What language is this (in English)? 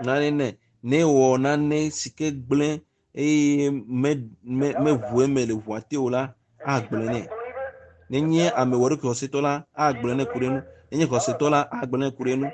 Ewe